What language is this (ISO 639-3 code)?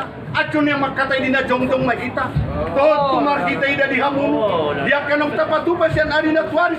akb